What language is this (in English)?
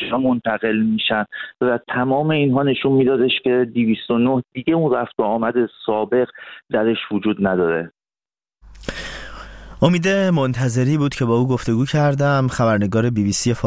Persian